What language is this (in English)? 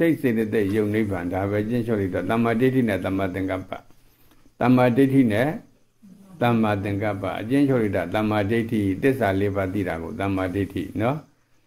Burmese